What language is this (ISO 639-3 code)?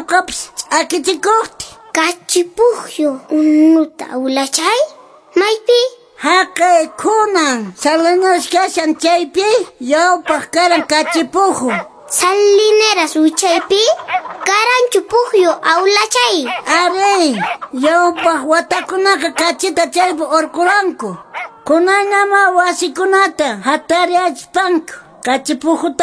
que